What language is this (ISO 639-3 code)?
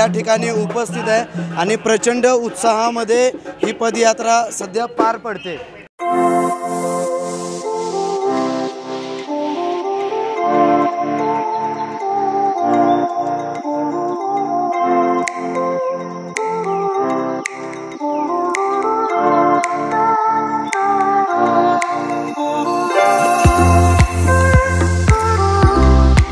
mar